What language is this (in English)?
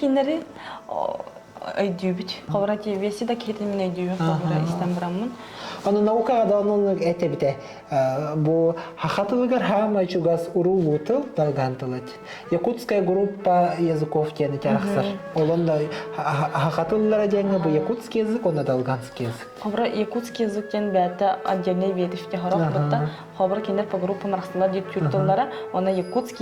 Yakut